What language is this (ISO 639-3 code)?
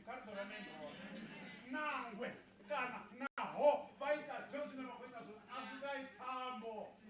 ven